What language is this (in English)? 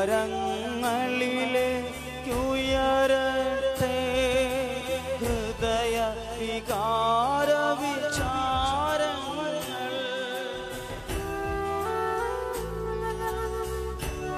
Malayalam